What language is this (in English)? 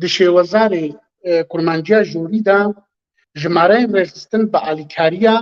Kurdish